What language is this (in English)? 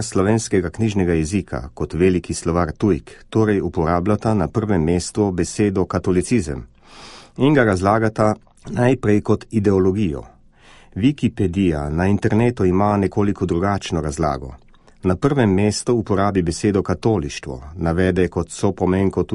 Slovenian